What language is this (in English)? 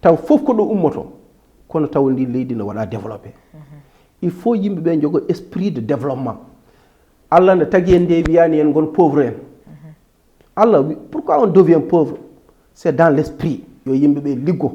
Fula